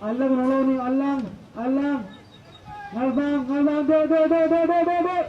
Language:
Tedim Chin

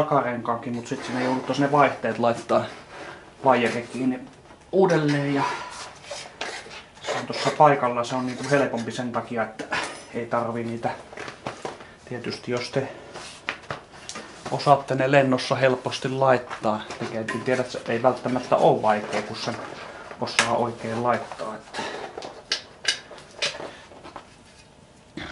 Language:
Finnish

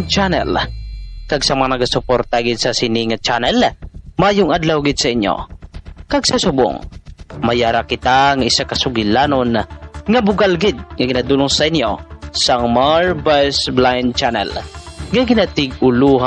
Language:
Hiligaynon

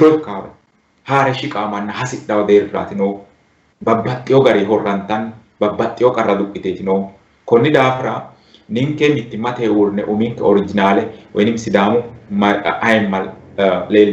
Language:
Sidamo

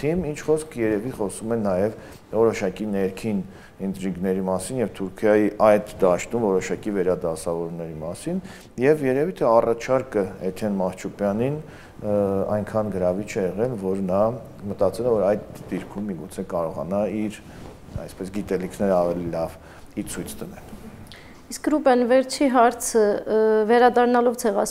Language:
Armenian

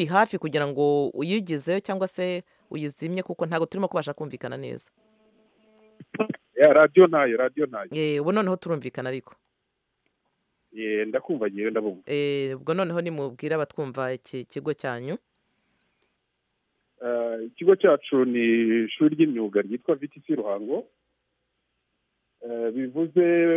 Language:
Kinyarwanda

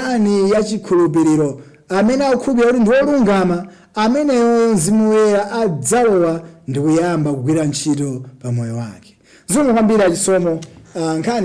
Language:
Nyanja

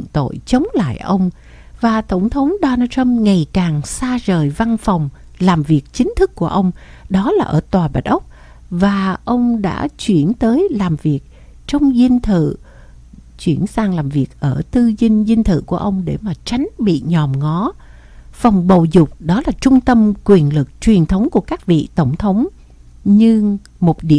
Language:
Vietnamese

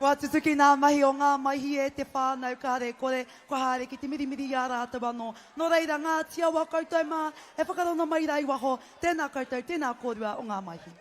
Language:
Māori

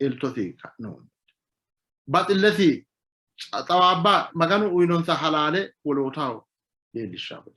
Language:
Sidamo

